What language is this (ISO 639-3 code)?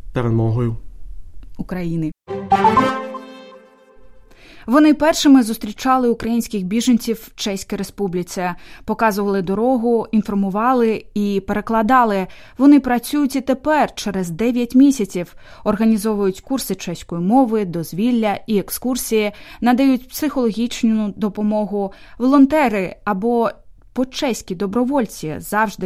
ukr